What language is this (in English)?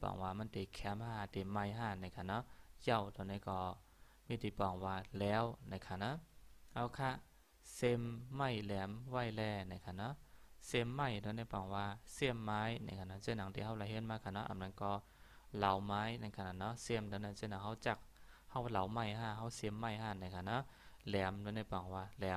Shan